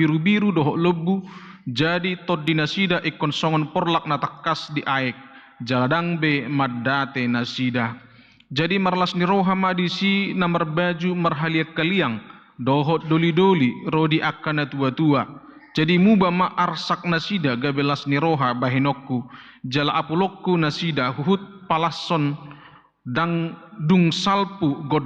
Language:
Batak Toba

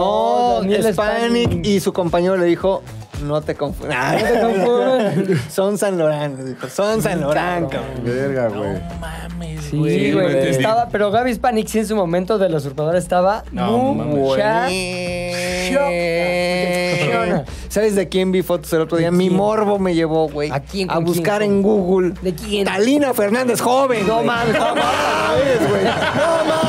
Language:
Spanish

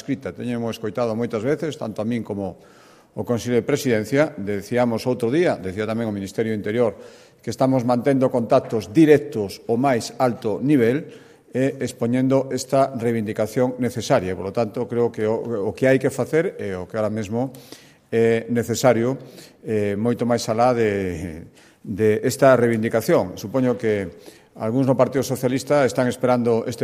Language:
Galician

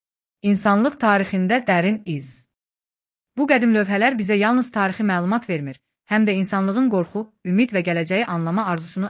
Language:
Azerbaijani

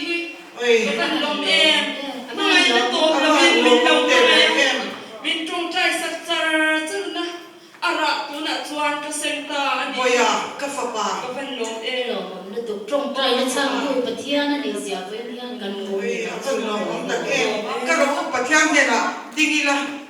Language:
Mizo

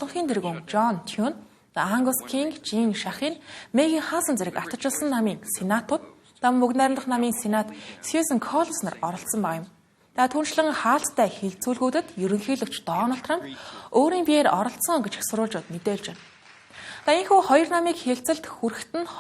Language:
Mongolian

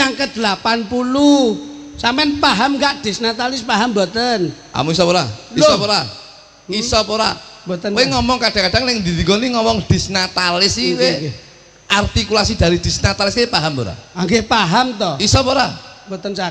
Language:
Javanese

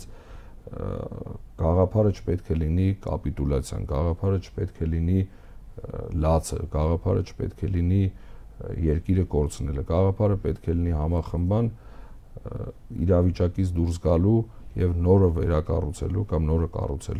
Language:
Armenian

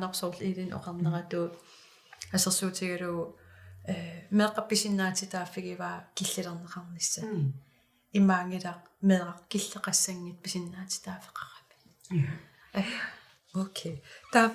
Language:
Kalaallisut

